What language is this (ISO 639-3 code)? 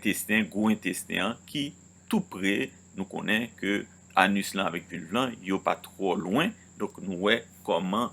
hat